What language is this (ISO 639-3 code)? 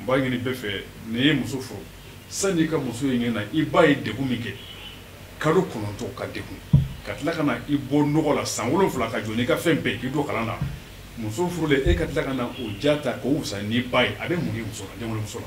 bam